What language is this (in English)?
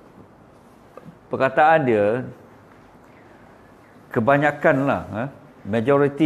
Malay